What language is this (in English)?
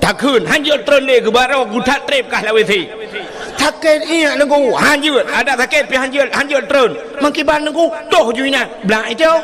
Achinese